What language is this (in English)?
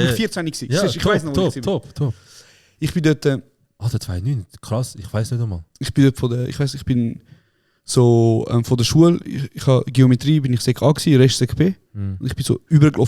Swiss German